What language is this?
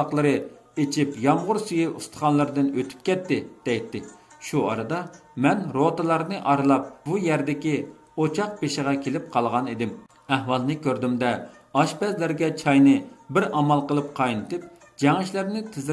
Uyghur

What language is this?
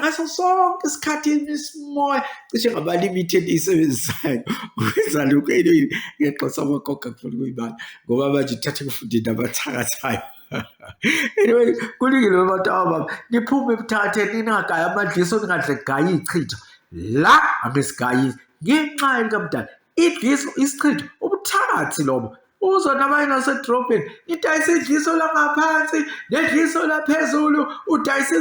Zulu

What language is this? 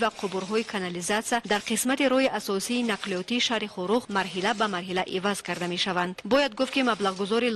Tajik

